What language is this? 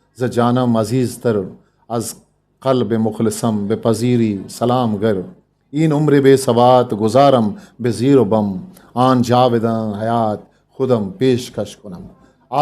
Eastern Balochi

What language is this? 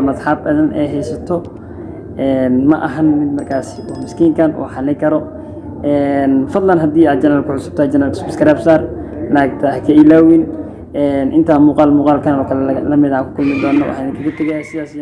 Somali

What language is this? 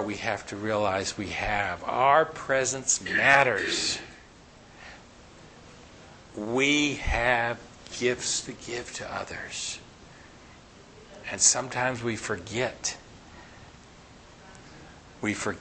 English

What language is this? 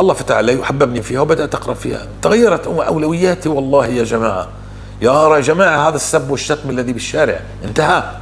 North Levantine Arabic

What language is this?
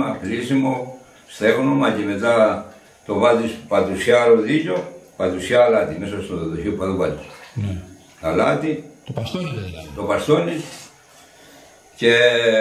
Greek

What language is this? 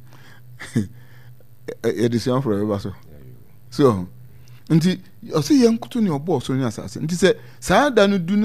Akan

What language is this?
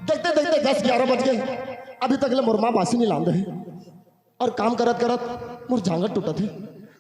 Chhattisgarhi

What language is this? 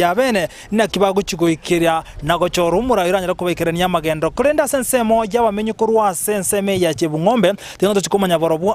Gusii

